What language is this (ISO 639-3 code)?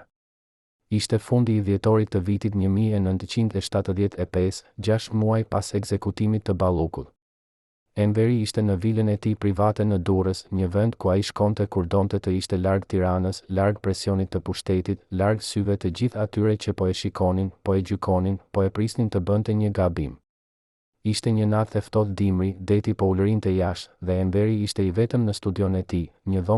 sqi